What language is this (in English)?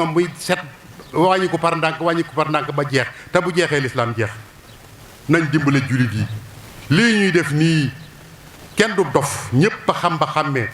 Wolof